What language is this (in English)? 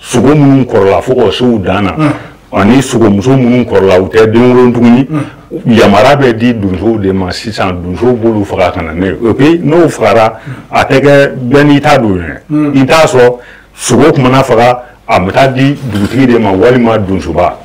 Bambara